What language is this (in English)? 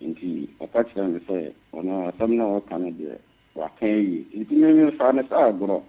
Akan